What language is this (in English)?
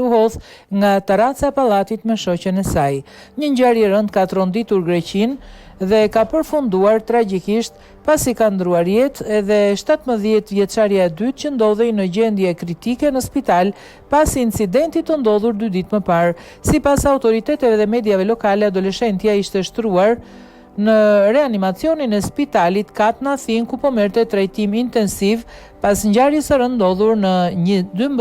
Albanian